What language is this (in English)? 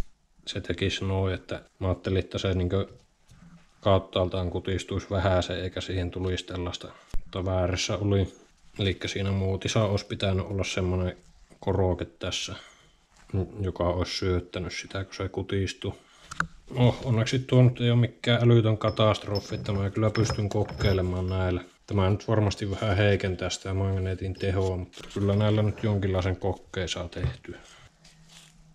Finnish